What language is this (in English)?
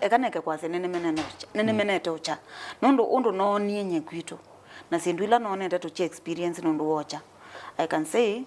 Kamba